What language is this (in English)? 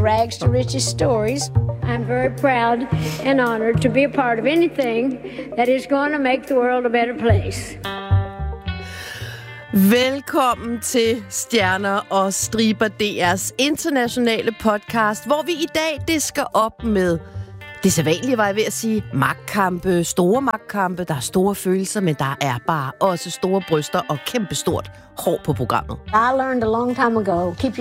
Danish